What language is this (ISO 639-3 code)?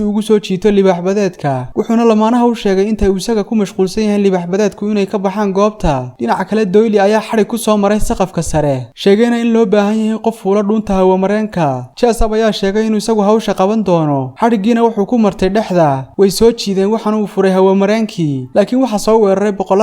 som